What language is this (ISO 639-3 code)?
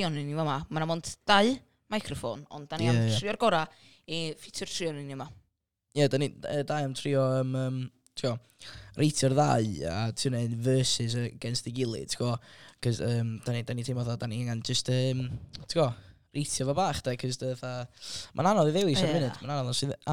cym